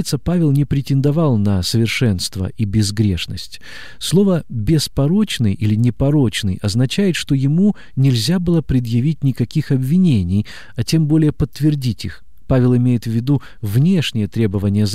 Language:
Russian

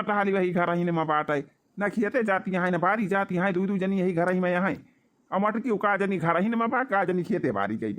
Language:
Awadhi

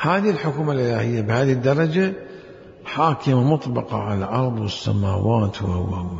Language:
Mesopotamian Arabic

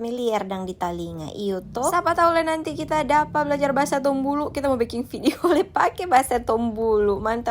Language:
Manado Malay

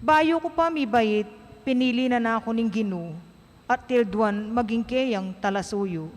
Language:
Pampanga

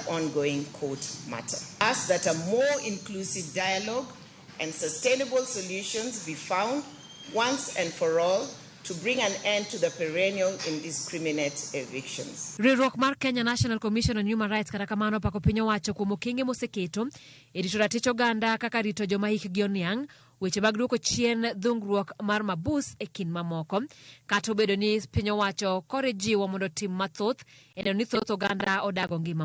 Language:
Luo (Kenya and Tanzania)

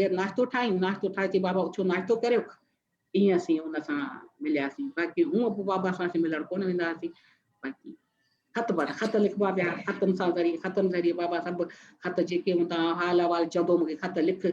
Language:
Sindhi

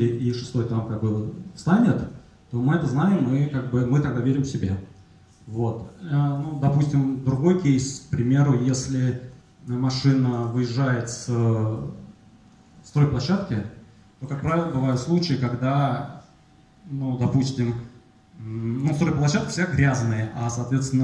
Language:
Russian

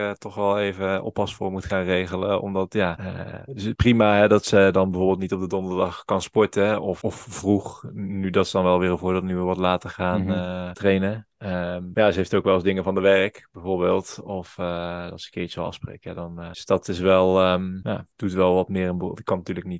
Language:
Dutch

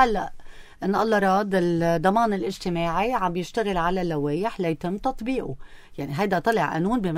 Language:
North Levantine Arabic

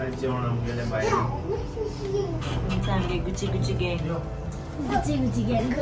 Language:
Konkani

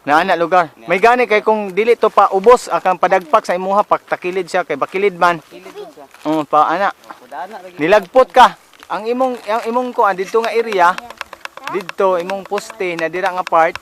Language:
Cebuano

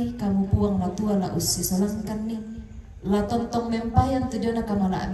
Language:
Toraja-Sa'dan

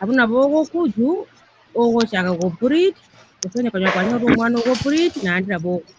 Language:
Gusii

